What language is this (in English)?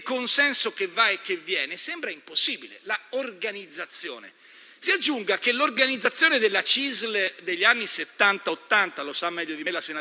Italian